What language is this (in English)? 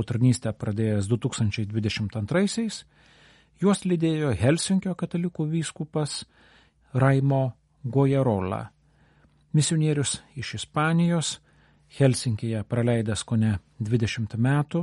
Lithuanian